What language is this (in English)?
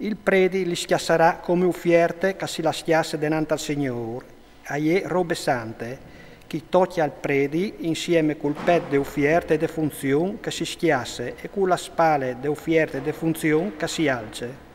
Friulian